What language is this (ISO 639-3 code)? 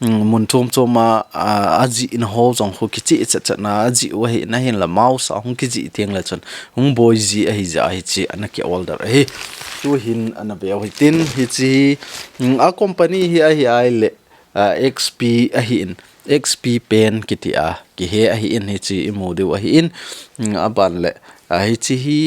tcz